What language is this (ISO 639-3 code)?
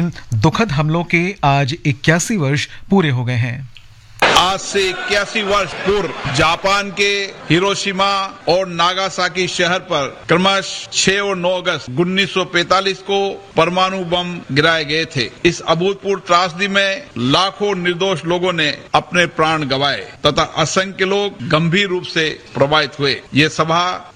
hin